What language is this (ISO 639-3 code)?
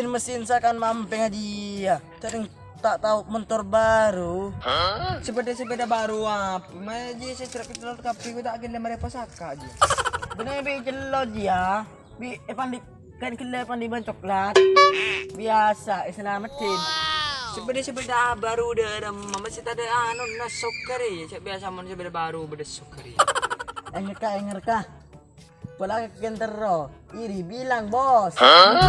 mad